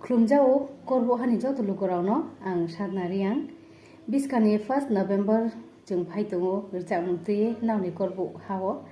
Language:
Kok Borok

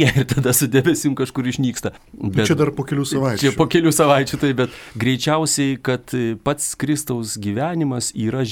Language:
Lithuanian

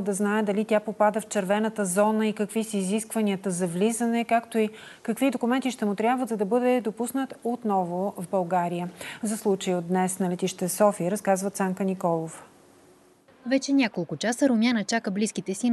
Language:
Bulgarian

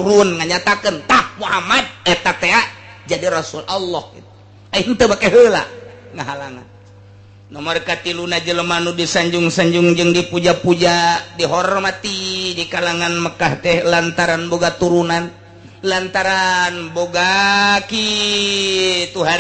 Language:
Sundanese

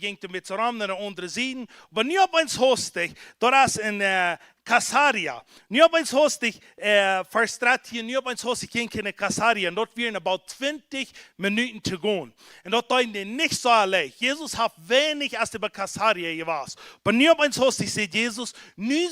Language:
Plautdietsch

